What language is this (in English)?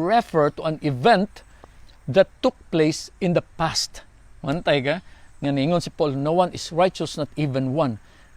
Cebuano